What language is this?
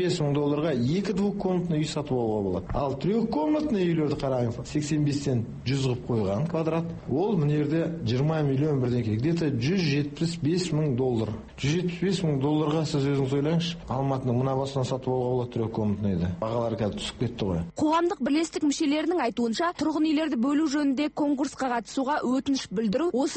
Kazakh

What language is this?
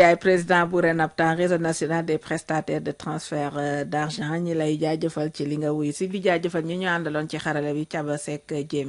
Wolof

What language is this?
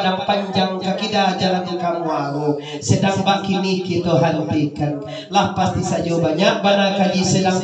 Minangkabau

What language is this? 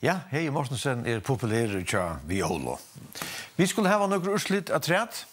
Faroese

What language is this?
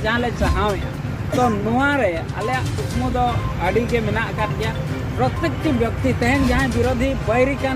Santali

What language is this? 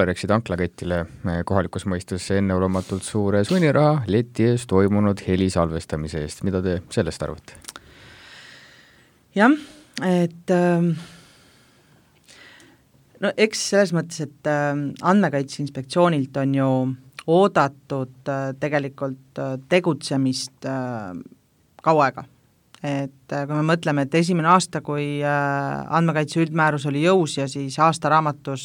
Estonian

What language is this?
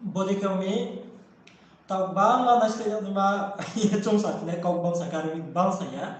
Riang (India)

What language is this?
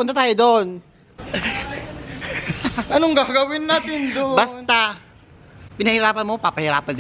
Filipino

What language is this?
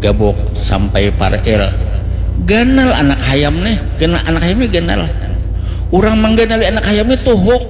Banjar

